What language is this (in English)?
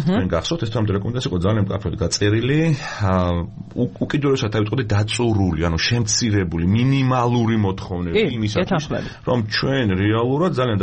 Georgian